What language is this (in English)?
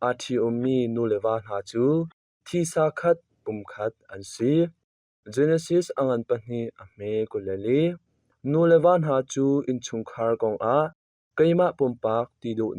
Hakha Chin